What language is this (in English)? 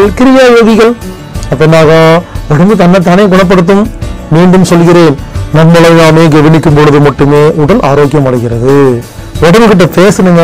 Tamil